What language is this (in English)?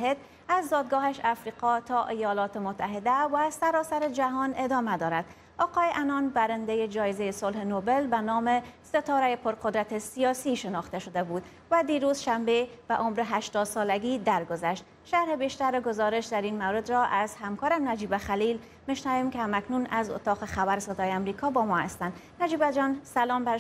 Persian